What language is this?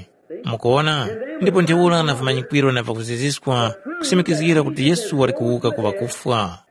Tumbuka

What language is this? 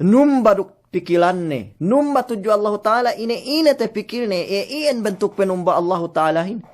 Yakan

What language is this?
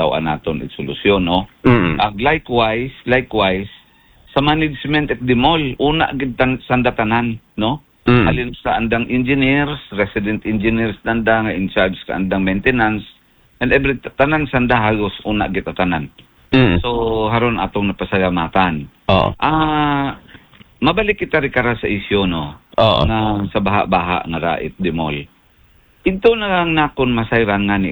Aklanon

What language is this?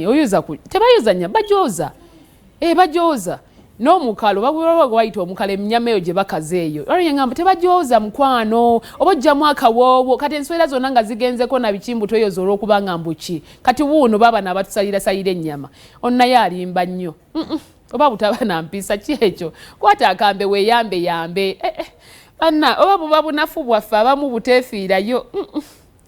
Ganda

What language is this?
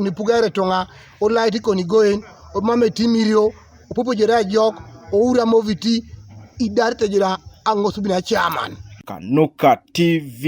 Teso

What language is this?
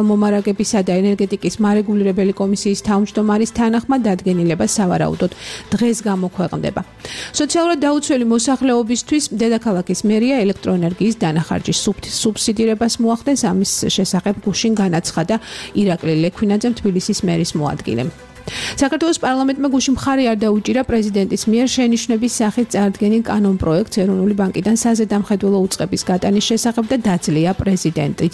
Georgian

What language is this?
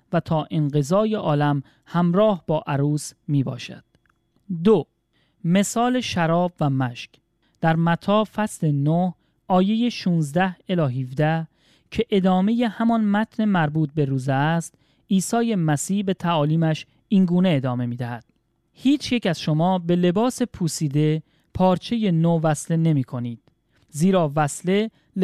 Persian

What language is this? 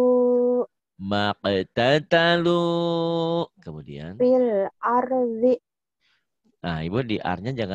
Indonesian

